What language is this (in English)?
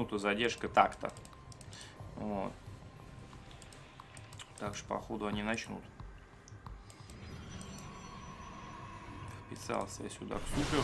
Russian